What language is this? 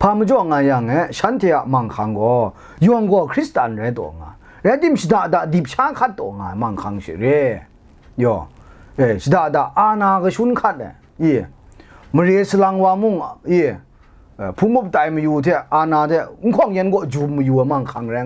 Kachin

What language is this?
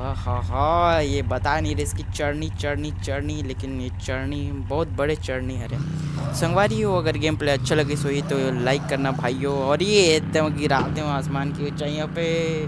Chhattisgarhi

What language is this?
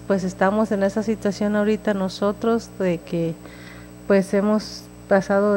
Spanish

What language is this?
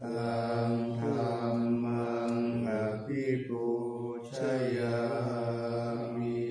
Pali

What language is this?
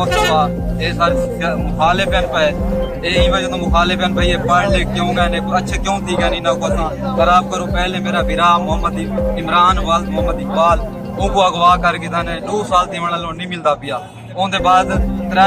Saraiki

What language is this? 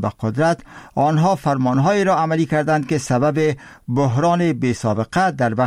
Persian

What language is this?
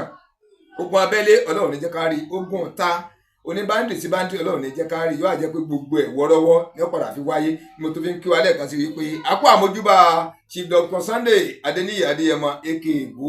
Yoruba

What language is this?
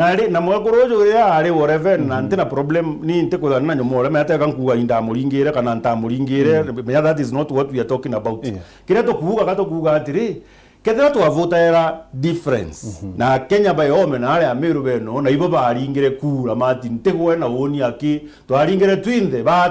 Meru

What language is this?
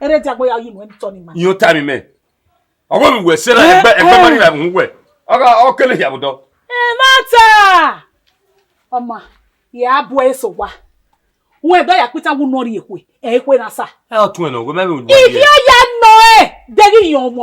Bini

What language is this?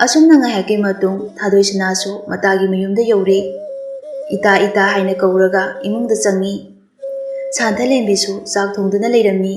Manipuri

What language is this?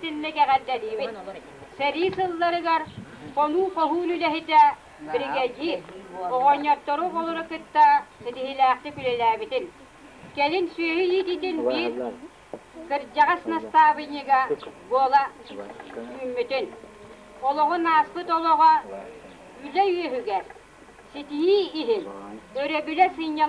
Yakut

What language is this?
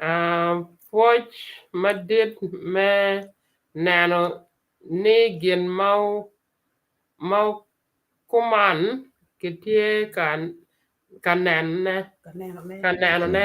Acoli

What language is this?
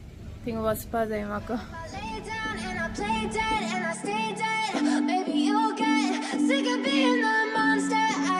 Konkani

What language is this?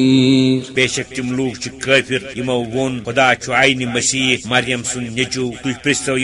Kashmiri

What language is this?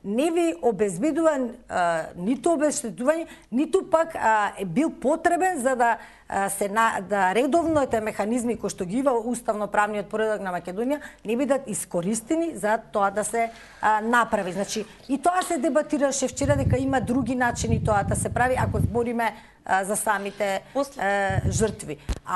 Macedonian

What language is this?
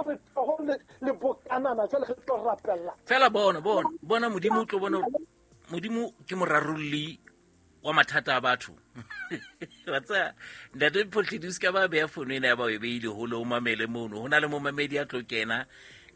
Southern Sotho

